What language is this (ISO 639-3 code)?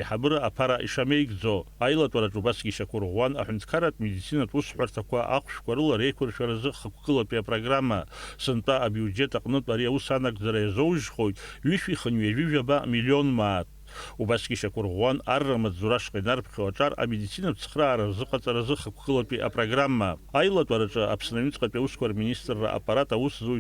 abk